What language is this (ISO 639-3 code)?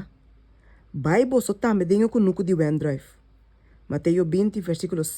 pap